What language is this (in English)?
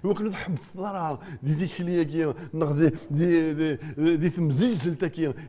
Kabyle